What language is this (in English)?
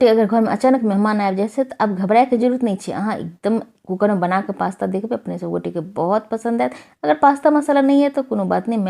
Maithili